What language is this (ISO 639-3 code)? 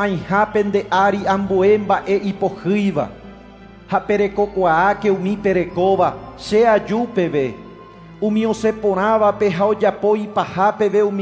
grn